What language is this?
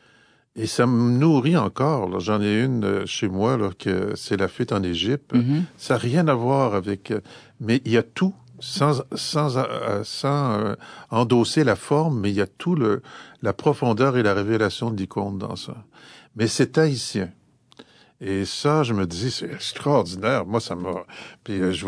French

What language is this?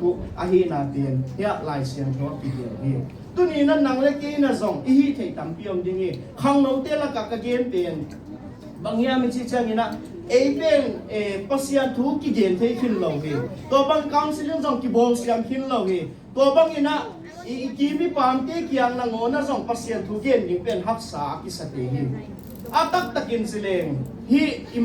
Tedim Chin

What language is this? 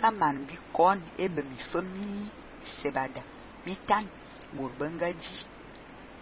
Fang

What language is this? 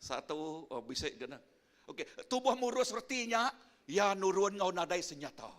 Iban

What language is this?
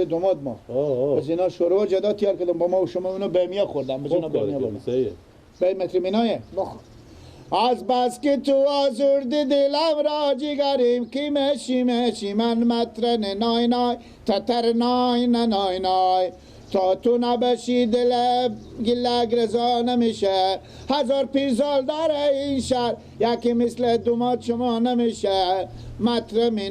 Persian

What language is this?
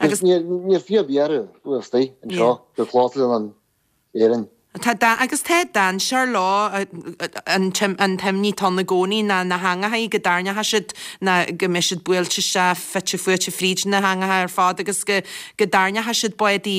Irish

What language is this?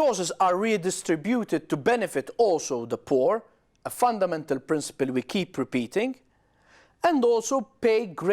English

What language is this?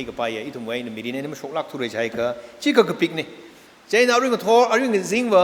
Tangkhul Naga (India)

